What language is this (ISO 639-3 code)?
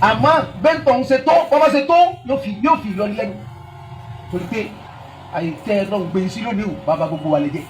yor